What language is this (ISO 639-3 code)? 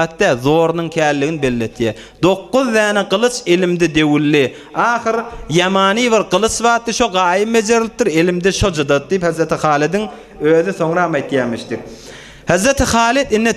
tuk